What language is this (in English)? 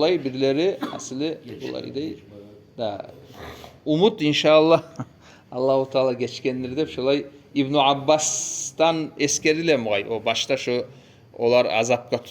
Kumyk